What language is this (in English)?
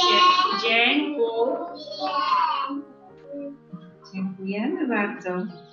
Polish